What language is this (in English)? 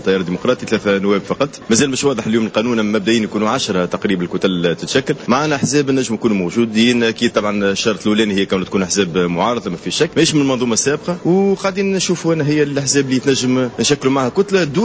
Tunisian Arabic